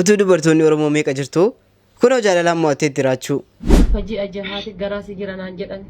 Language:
Oromo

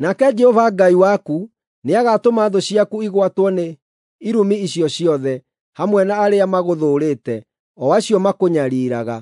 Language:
Kikuyu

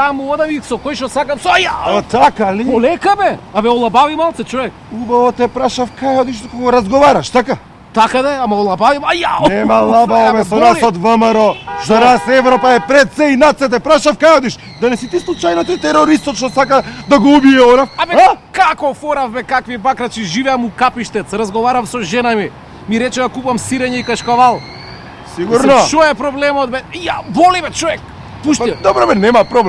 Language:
Macedonian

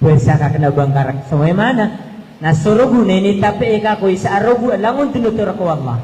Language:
Maranao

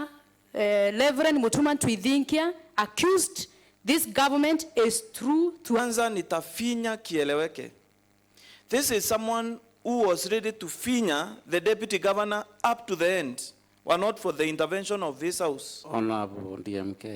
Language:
Meru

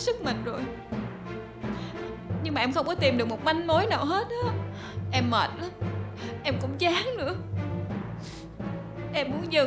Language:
Vietnamese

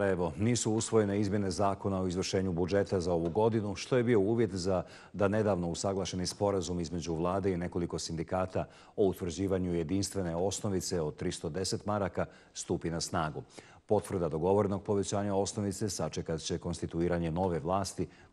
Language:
Bosnian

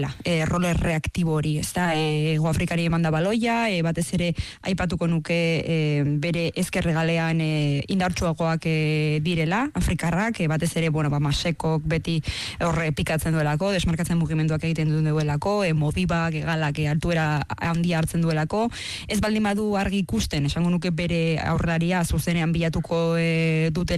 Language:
Basque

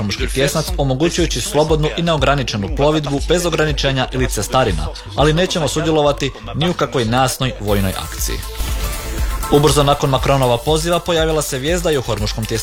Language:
Croatian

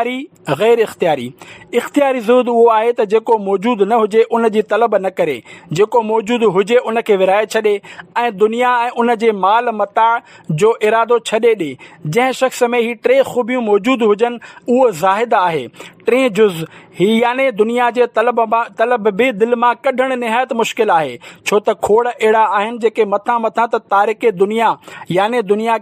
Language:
Sindhi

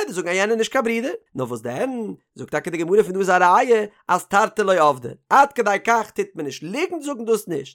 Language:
Yiddish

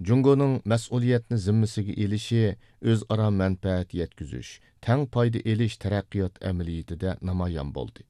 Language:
Uyghur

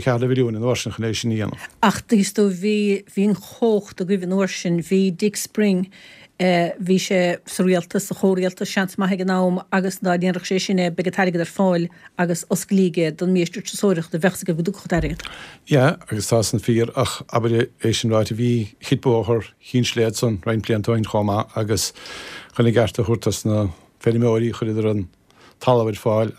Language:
Irish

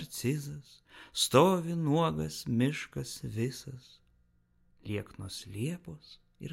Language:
Lithuanian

